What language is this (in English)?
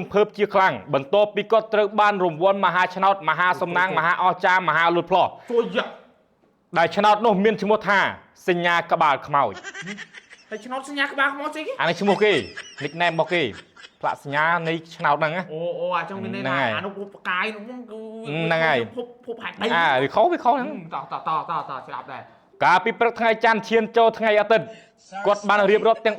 Khmer